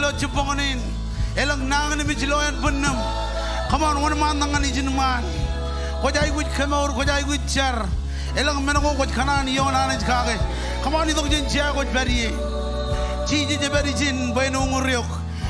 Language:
Marshallese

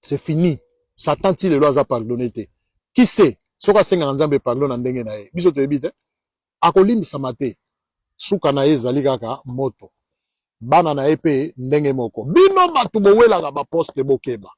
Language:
Lingala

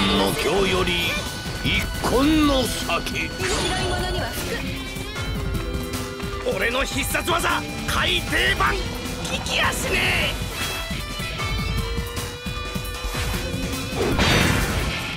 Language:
Japanese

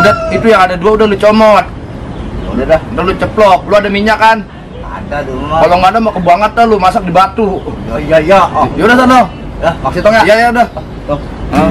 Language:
Betawi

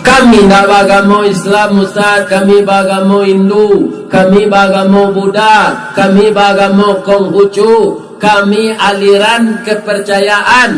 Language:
Minangkabau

